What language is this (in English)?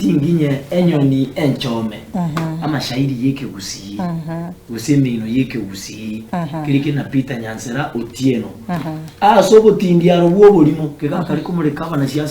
Gusii